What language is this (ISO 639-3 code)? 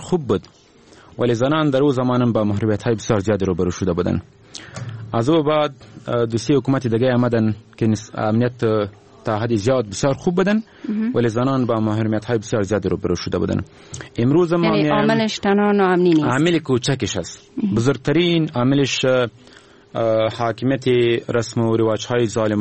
fas